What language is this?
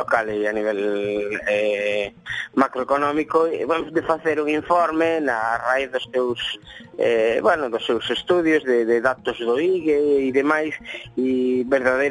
Galician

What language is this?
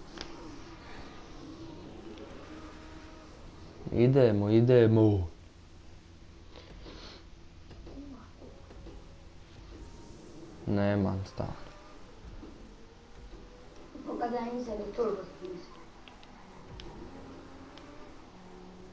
Croatian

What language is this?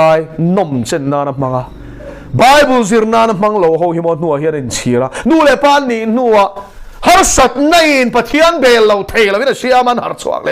Mizo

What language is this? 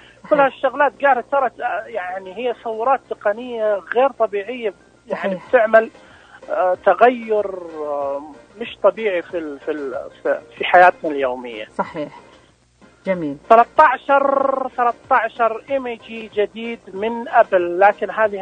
Najdi Arabic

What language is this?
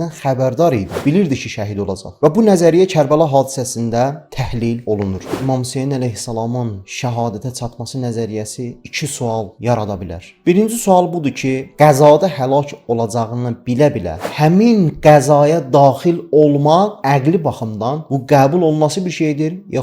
Azerbaijani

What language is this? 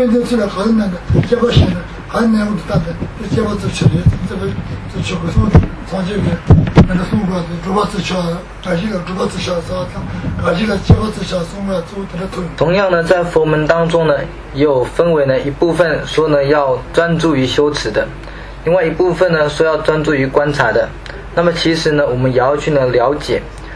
Chinese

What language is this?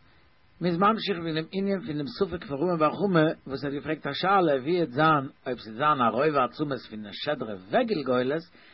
Yiddish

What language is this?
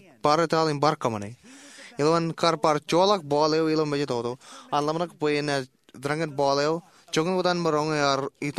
Marshallese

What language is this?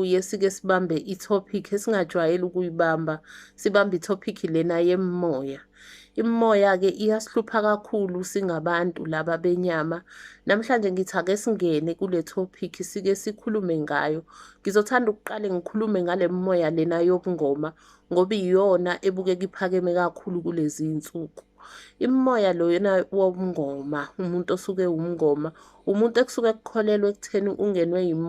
Zulu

